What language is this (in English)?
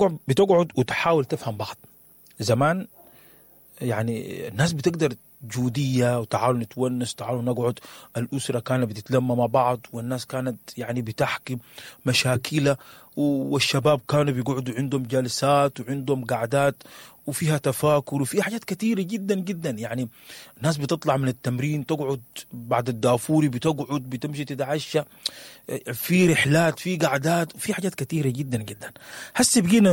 Sudanese Arabic